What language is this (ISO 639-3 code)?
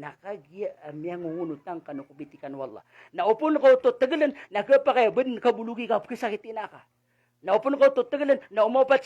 mrw